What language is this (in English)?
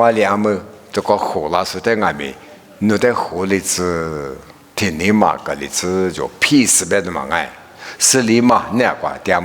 Lisu